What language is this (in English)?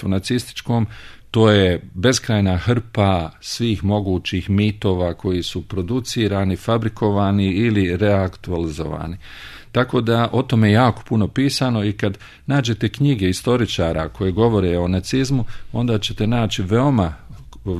Serbian